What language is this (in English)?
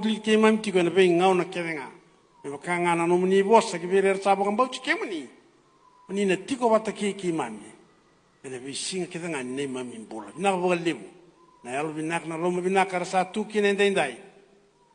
Fijian